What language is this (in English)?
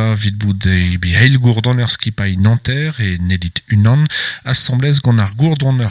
Breton